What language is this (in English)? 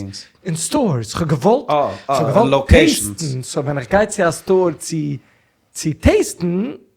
Yiddish